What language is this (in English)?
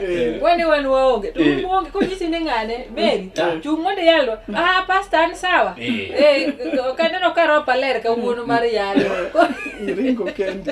Luo (Kenya and Tanzania)